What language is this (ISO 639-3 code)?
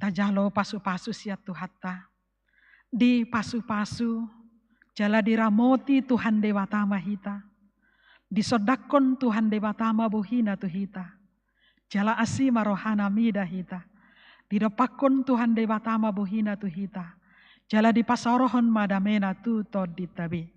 bbc